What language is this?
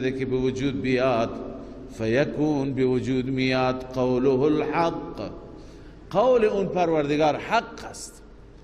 Persian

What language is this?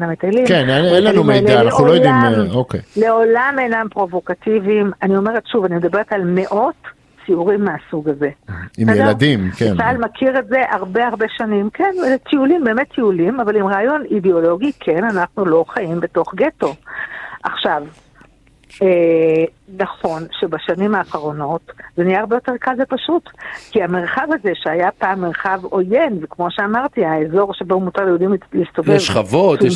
Hebrew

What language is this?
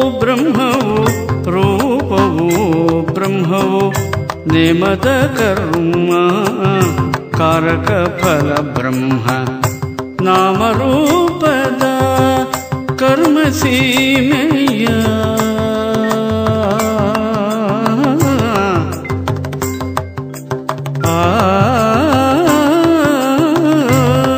Kannada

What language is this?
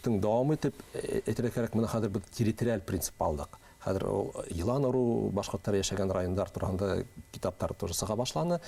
Bashkir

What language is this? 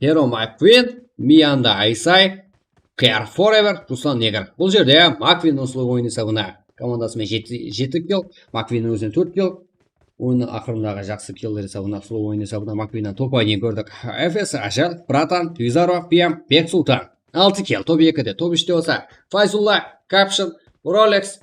Kara-Kalpak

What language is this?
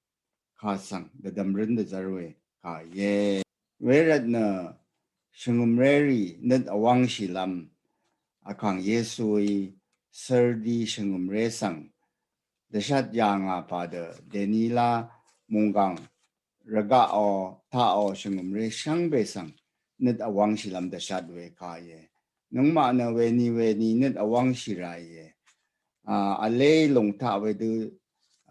Rawang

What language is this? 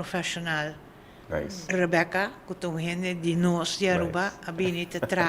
Papiamento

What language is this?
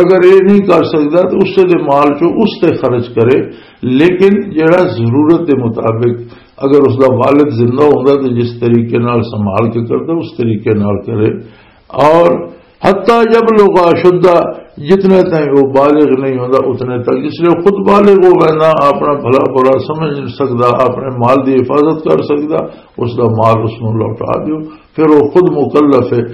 Western Panjabi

